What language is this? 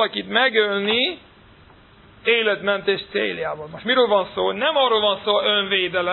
Hungarian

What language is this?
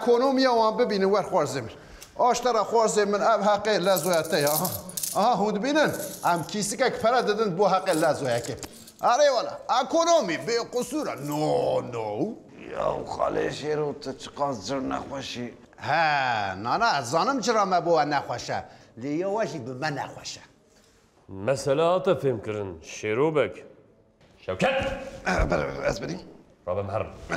Kurdish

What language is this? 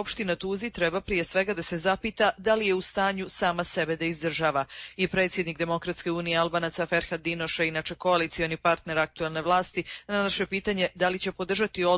Croatian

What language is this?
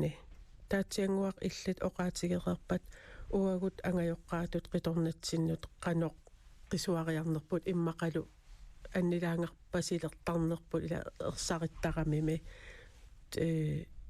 Kalaallisut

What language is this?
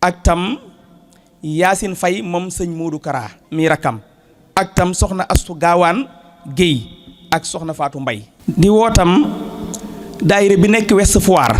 Wolof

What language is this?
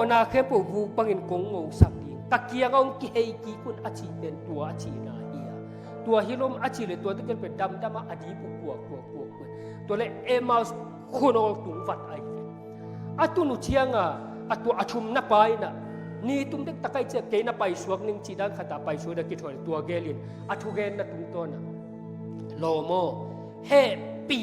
Tedim Chin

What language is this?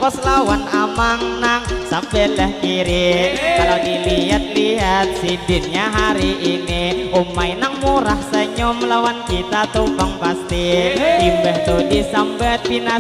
Banjar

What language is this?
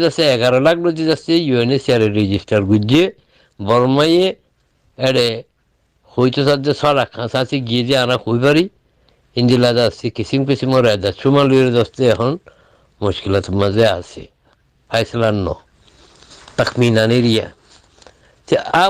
Rohingya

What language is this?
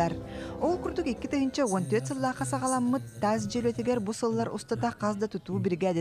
Yakut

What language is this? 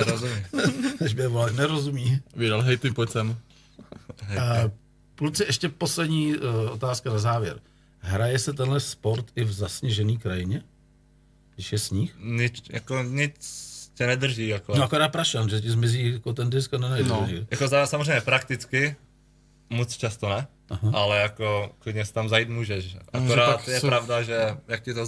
Czech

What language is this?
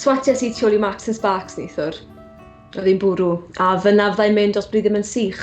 Welsh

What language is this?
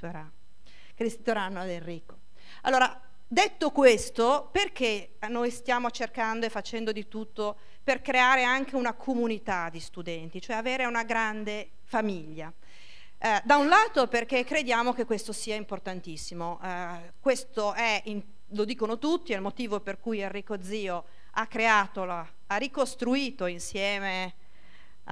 Italian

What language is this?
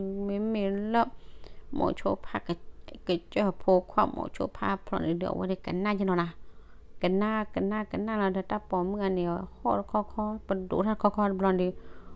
S'gaw Karen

